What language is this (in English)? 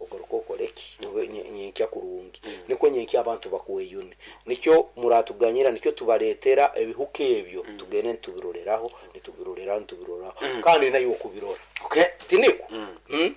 Nyankole